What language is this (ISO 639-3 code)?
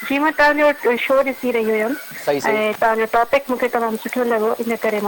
snd